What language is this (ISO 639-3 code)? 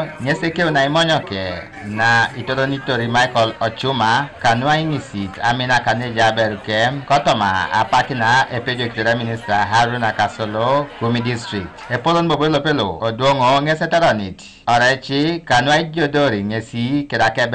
teo